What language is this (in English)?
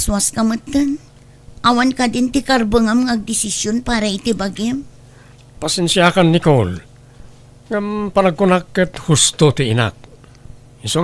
Iloko